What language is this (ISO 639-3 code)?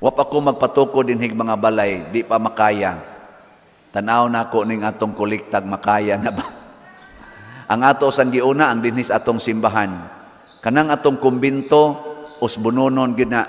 ceb